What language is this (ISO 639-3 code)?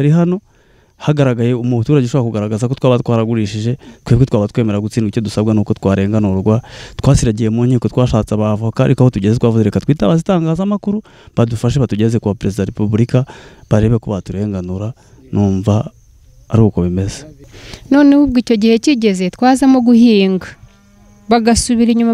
kin